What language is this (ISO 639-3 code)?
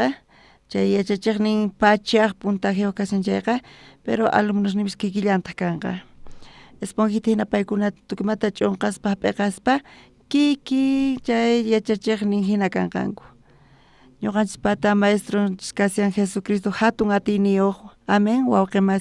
quh